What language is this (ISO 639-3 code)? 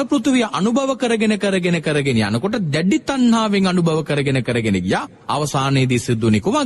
sin